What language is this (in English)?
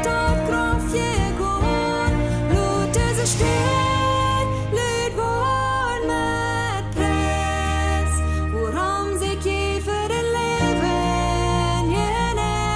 Plautdietsch